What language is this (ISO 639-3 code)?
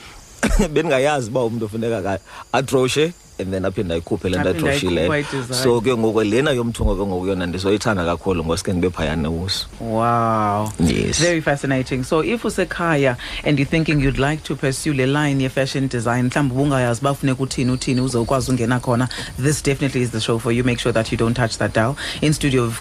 xho